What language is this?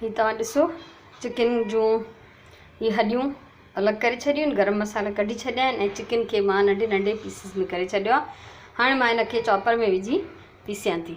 Sindhi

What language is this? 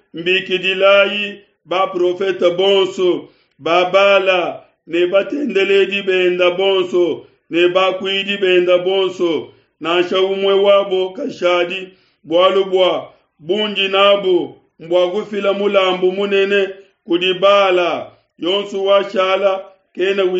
Luba-Lulua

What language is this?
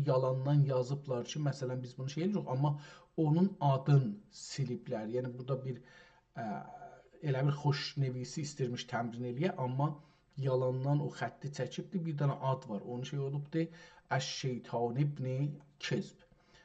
South Azerbaijani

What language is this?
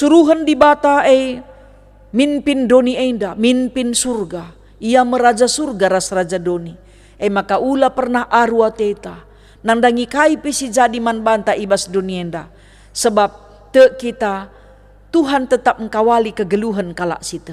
Batak Karo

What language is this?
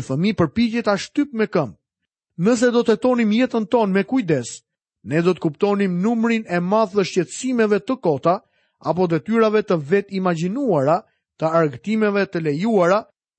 Albanian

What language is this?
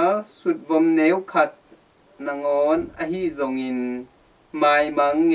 Tedim Chin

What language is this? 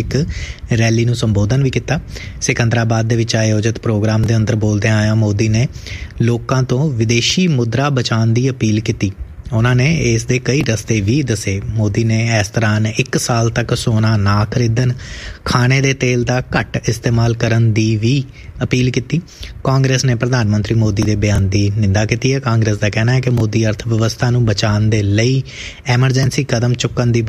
Punjabi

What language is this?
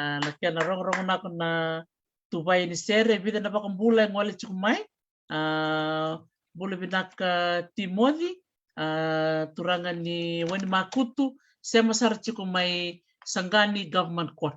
Fijian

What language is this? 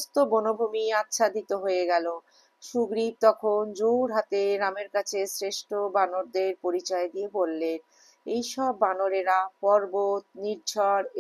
Bangla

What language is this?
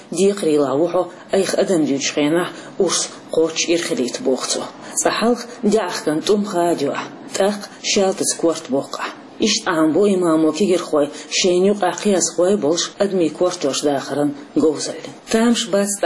Chechen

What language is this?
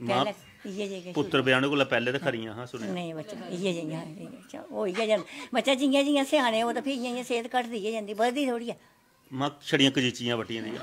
Dogri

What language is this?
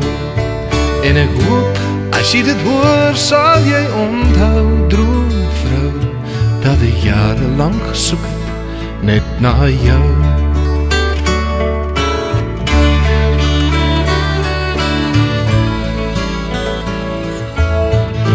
Afrikaans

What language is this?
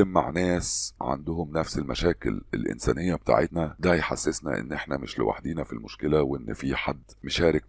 Egyptian Arabic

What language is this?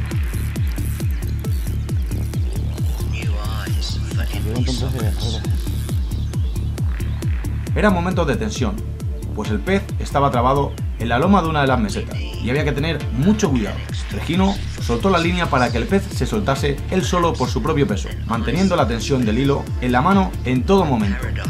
Spanish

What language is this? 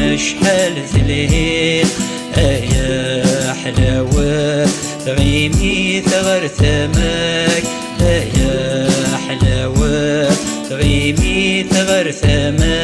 Kabyle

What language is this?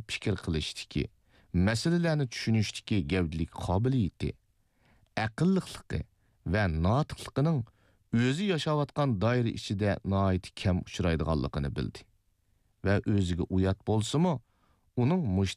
Uyghur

